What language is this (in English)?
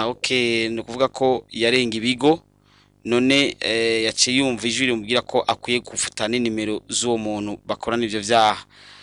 Rundi